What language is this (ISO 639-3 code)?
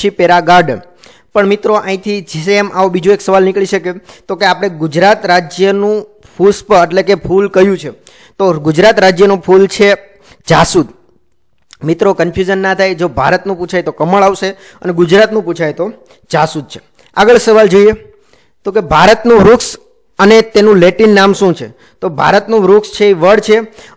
guj